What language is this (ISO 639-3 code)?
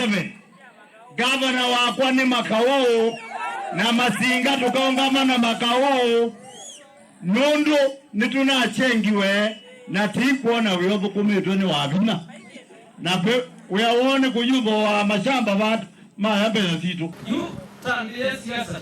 kam